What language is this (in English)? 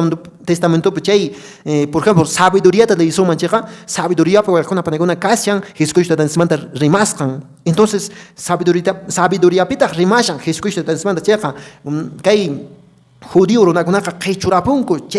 Quechua